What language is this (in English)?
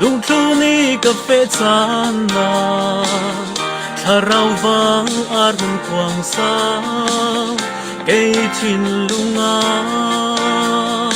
Falam Chin